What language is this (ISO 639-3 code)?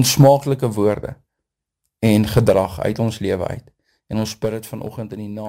afr